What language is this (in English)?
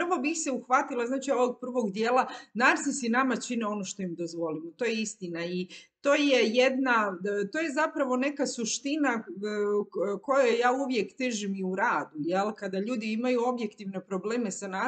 Croatian